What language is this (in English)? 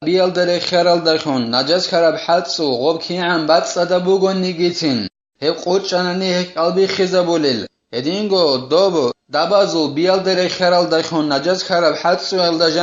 Avaric